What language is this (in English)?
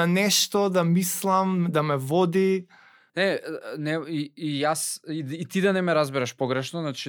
Macedonian